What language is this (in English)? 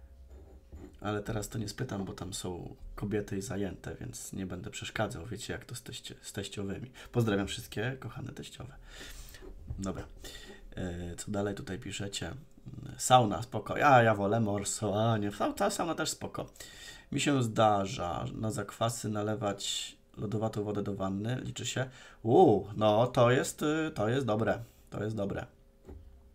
Polish